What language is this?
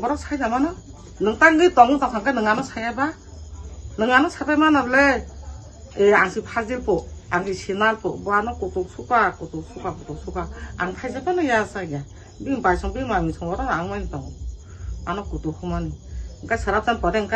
Kok Borok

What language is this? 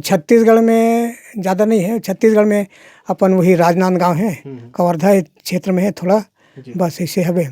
Chhattisgarhi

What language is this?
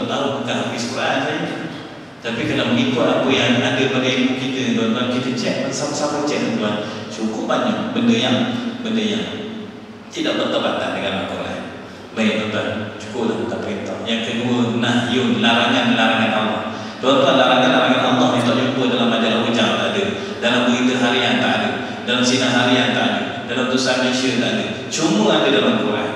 Malay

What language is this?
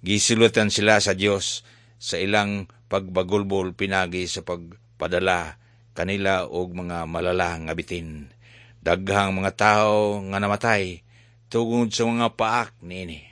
Cebuano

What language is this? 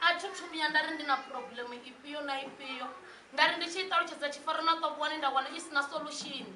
Venda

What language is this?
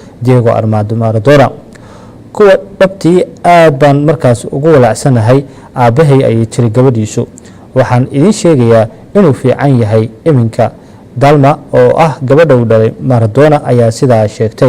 Somali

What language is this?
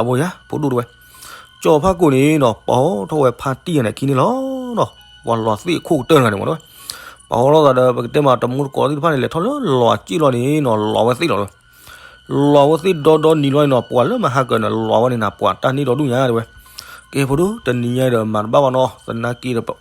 S'gaw Karen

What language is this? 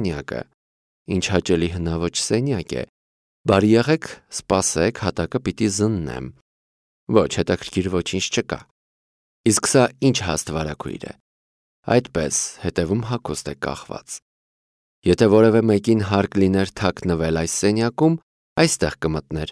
Armenian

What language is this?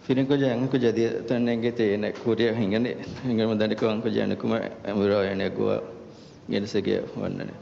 Divehi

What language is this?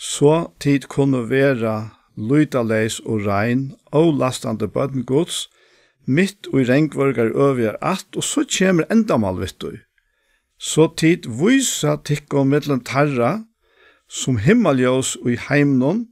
Faroese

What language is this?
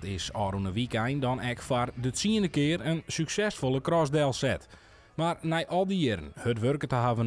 Western Frisian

